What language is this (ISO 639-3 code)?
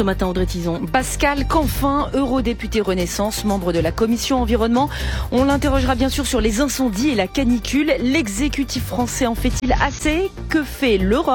fra